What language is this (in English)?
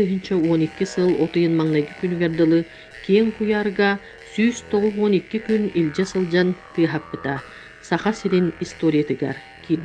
Yakut